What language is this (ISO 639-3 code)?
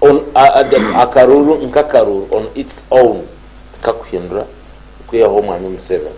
nyn